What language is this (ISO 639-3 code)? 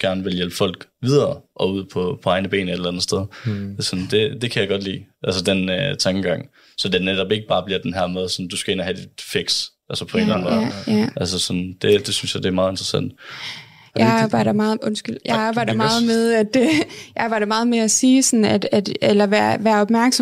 dan